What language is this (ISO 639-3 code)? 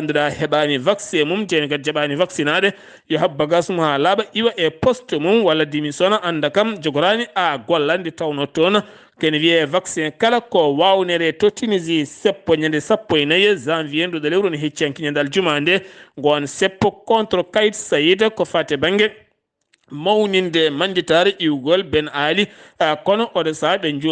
ful